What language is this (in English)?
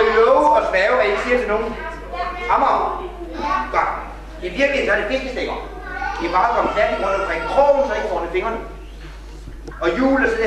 Danish